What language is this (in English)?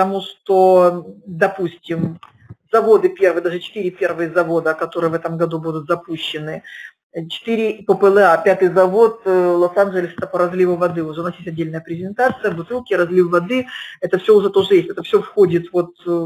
Russian